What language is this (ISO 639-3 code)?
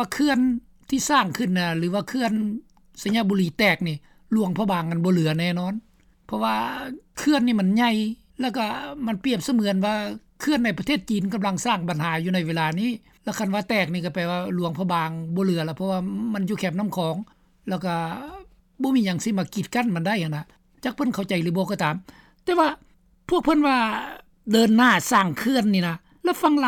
lao